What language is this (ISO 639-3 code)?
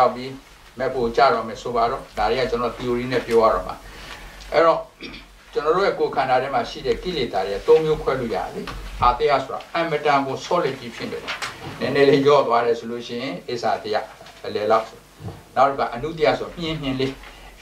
mya